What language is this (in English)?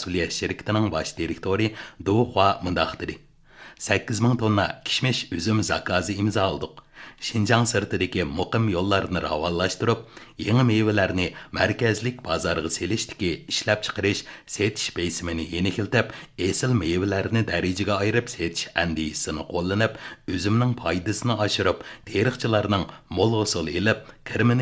Uyghur